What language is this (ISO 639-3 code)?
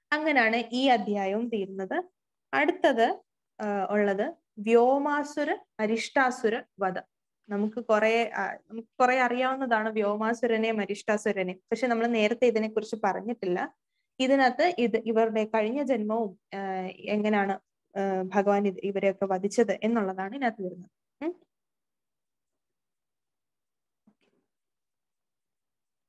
mal